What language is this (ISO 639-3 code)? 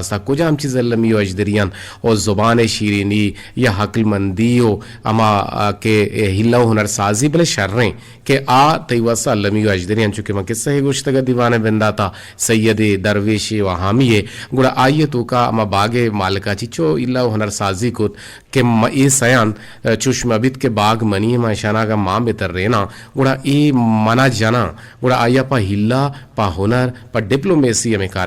bgp